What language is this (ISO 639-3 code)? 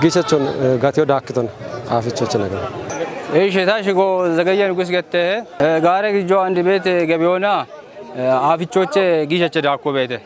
kbr